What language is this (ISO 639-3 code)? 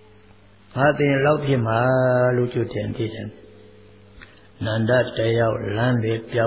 mya